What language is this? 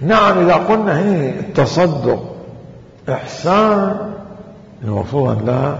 Mesopotamian Arabic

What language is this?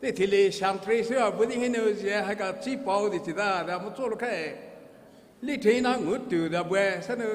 Poumei Naga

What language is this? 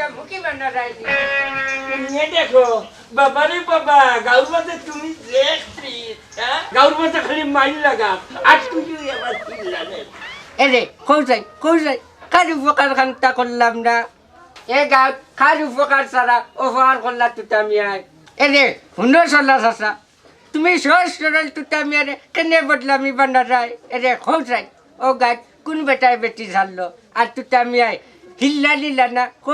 Sylheti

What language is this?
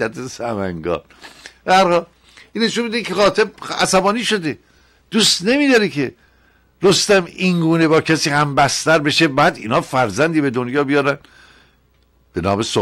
Persian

